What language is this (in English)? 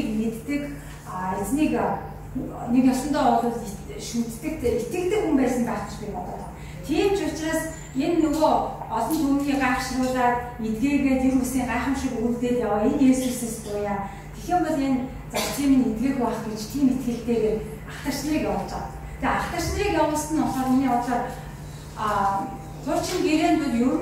Mongolian